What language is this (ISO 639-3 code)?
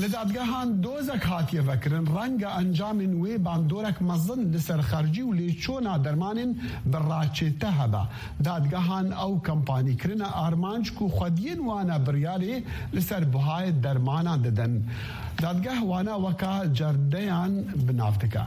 kur